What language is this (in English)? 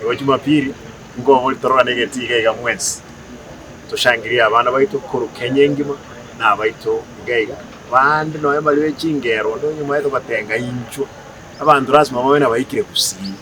Gusii